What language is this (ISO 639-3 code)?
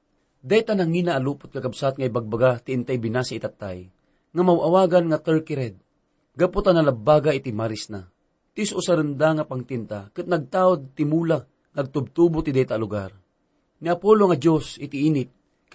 ilo